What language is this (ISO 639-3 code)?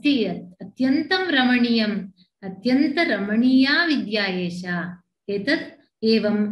san